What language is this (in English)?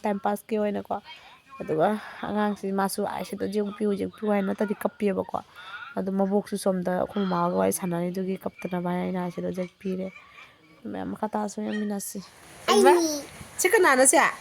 Manipuri